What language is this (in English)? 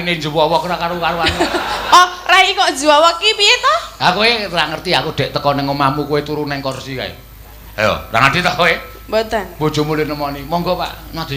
Javanese